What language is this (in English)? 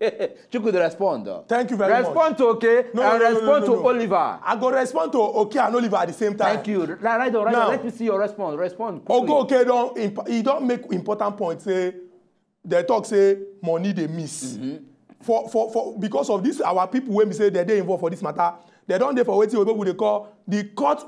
Nigerian Pidgin